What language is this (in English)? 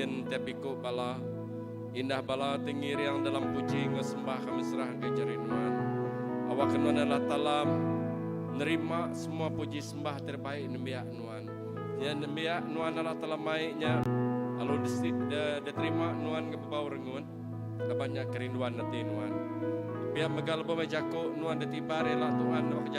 Iban